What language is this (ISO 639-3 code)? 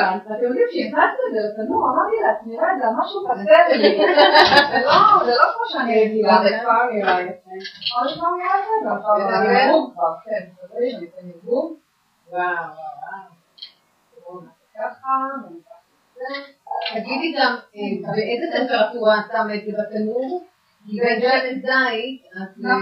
heb